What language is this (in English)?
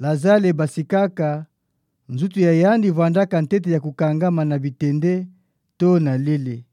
Kituba (Democratic Republic of Congo)